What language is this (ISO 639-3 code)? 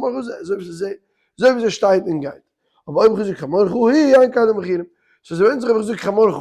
yid